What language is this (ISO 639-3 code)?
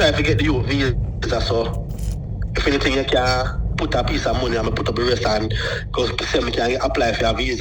jam